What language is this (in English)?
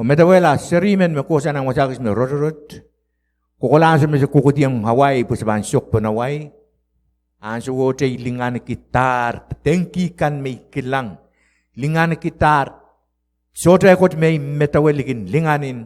Pohnpeian